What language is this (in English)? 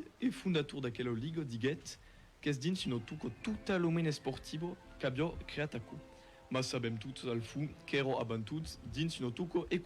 Occitan